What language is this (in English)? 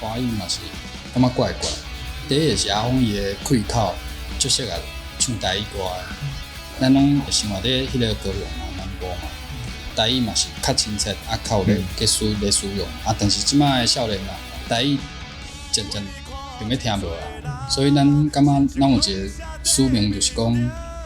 Min Nan Chinese